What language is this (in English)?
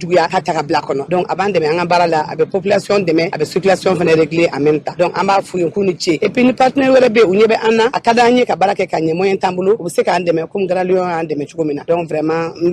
Bambara